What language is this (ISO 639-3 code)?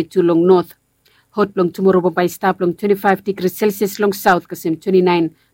bis